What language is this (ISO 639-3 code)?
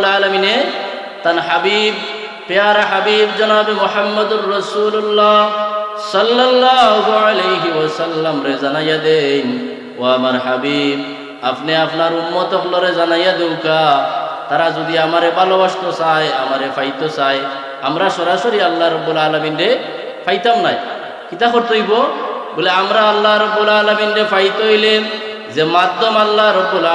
syl